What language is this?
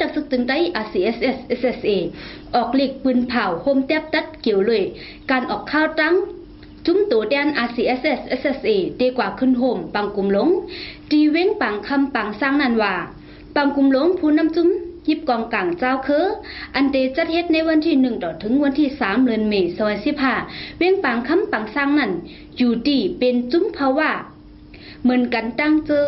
Shan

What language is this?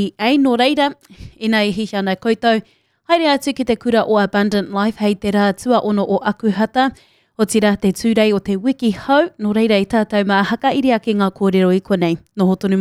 Māori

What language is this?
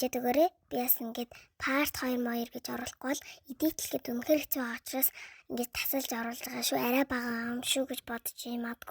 Mongolian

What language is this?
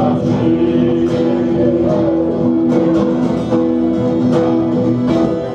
Polish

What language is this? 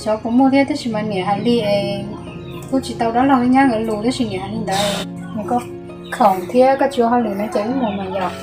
Hmong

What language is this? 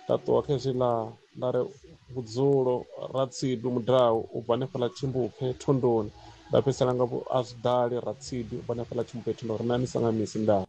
Venda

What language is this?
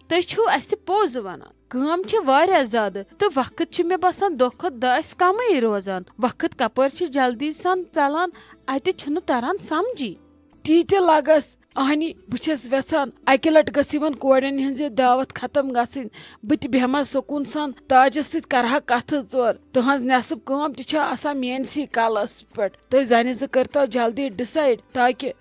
Kashmiri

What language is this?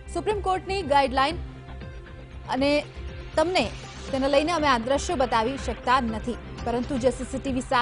Gujarati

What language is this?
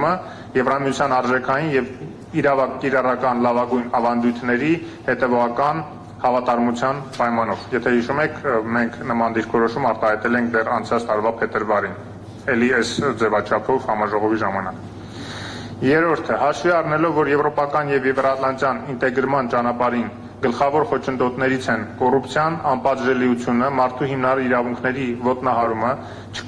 Armenian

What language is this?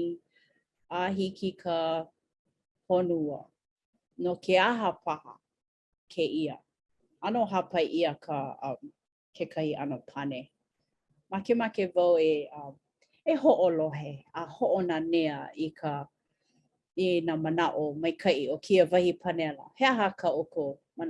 Hawaiian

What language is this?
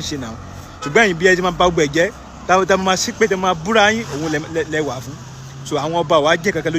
Yoruba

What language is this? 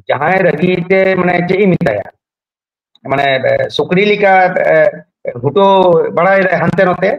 Santali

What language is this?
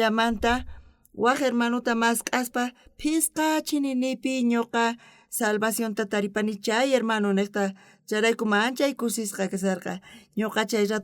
South Bolivian Quechua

